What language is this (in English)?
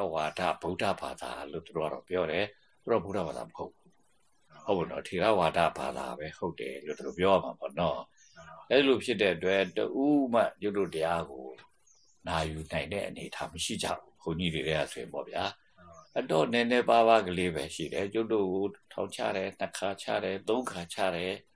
Burmese